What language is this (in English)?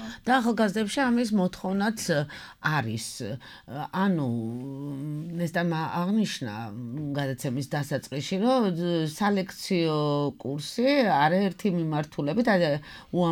Georgian